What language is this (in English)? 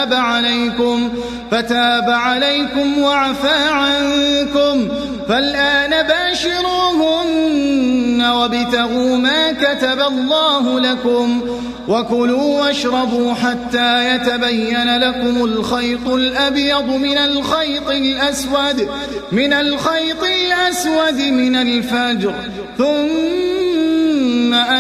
Arabic